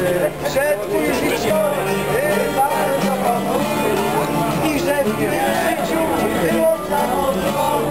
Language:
Polish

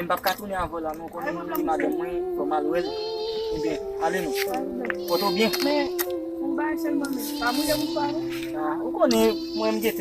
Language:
Haitian Creole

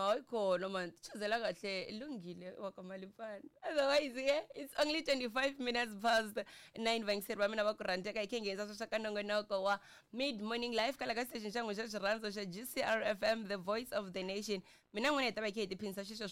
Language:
Tsonga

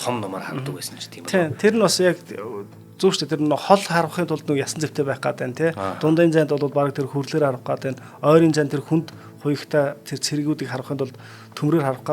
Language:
Mongolian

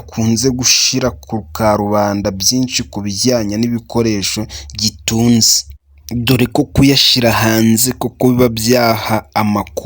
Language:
Kinyarwanda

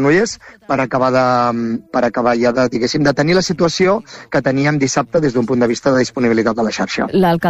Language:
Catalan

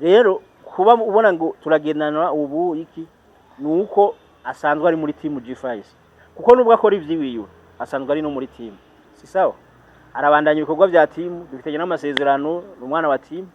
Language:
Rundi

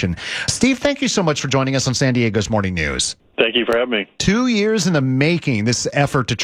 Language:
English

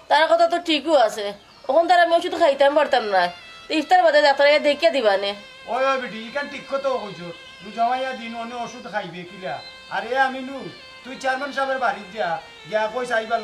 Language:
Sylheti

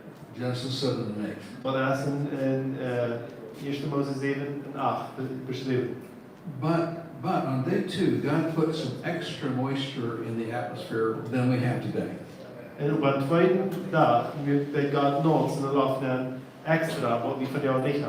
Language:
Plautdietsch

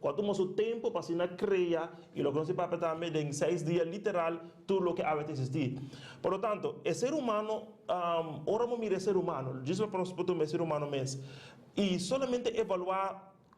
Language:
Papiamento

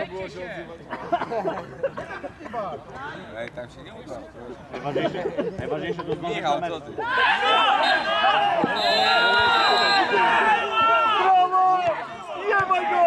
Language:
Polish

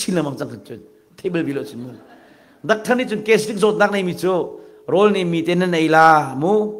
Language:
Hakha Chin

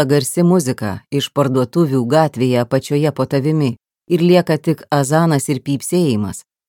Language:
Lithuanian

